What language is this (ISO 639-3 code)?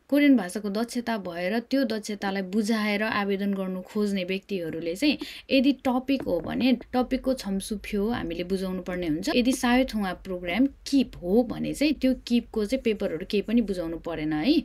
nep